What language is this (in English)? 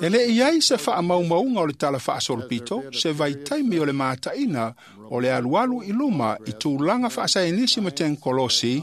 Samoan